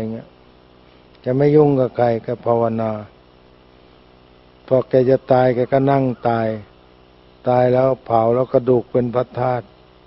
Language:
Thai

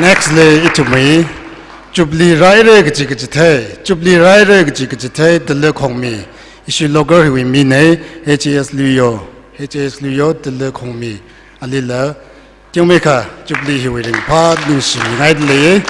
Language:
Tangkhul Naga (India)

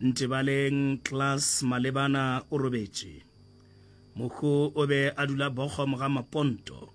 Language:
Northern Sotho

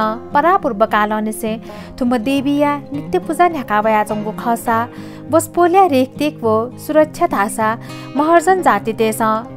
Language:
Newari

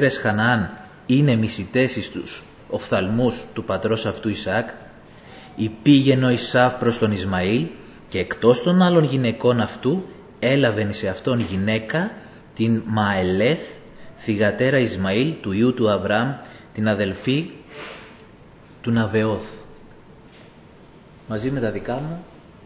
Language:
Greek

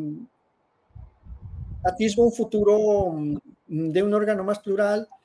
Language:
Spanish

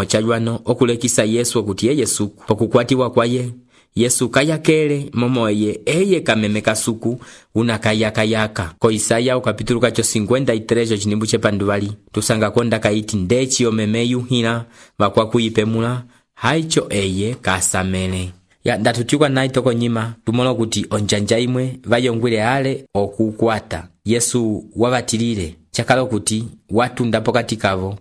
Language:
Umbundu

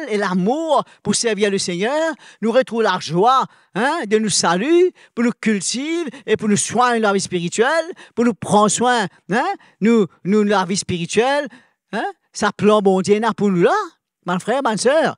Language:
Morisyen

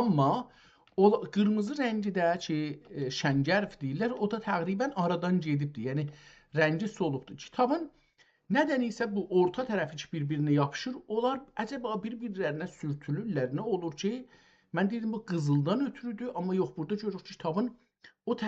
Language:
South Azerbaijani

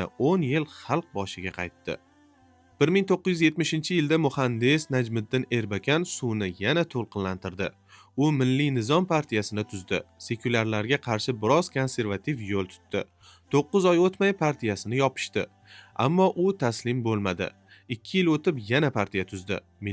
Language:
Uzbek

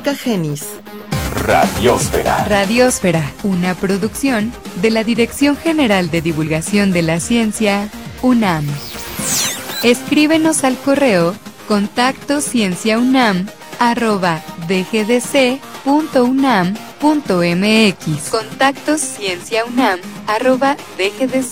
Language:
Spanish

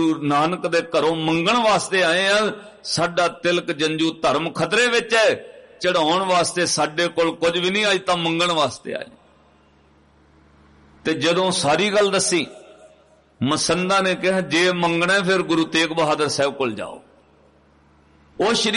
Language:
Punjabi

